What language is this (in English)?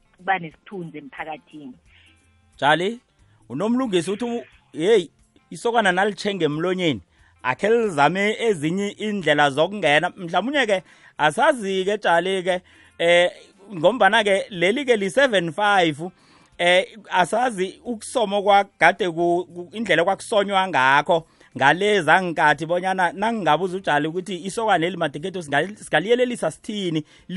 South Ndebele